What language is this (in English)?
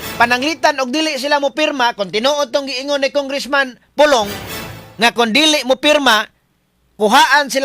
Cebuano